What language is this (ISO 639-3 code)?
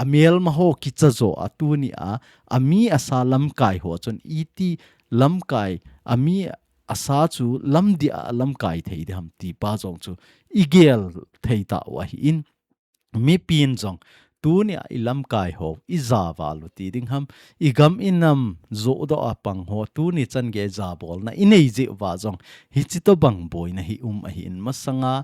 tcz